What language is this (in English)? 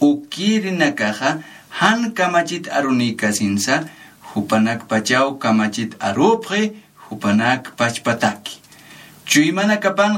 Aymara